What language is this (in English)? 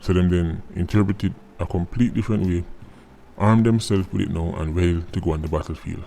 Jamaican Creole English